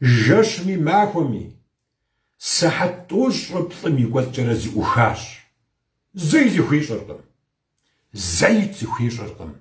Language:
Kabardian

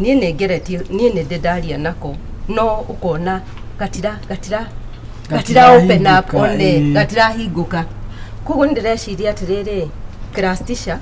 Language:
Kikuyu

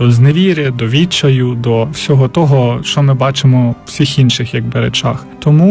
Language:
Ukrainian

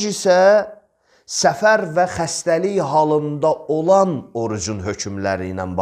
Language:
Azerbaijani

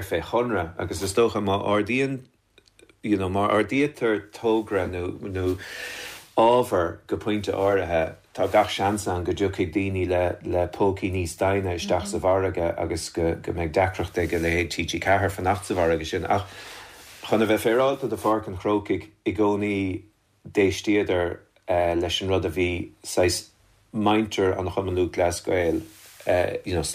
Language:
Irish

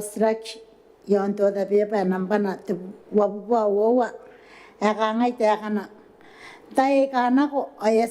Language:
Gilbertese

